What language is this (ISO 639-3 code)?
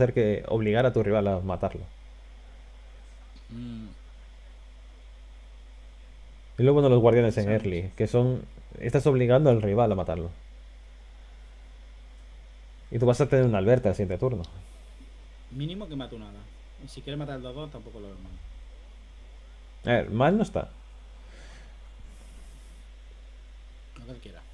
spa